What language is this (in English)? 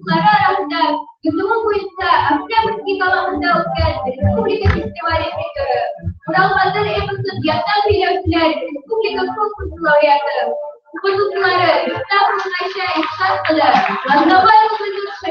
Bashkir